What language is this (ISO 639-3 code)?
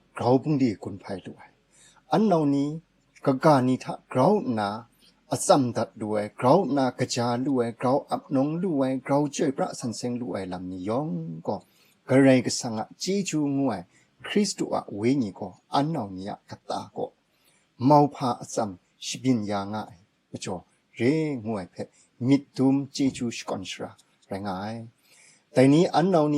kac